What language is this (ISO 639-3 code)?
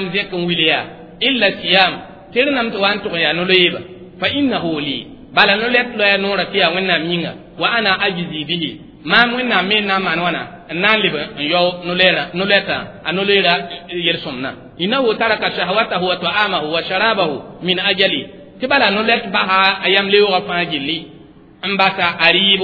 mos